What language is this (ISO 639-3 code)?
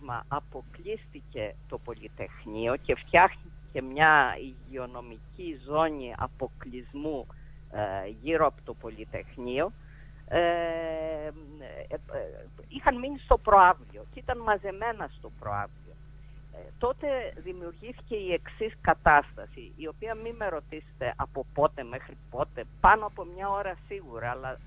ell